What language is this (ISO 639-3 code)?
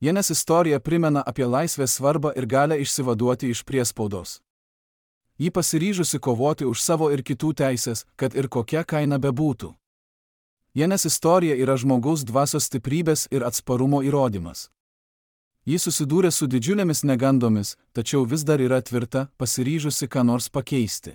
lit